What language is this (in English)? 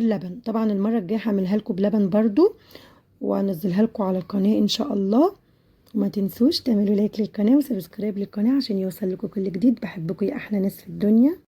Egyptian Arabic